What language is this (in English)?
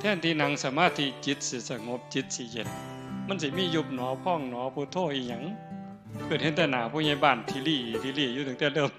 Northeastern Thai